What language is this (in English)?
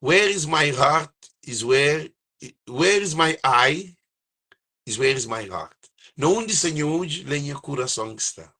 Kabuverdianu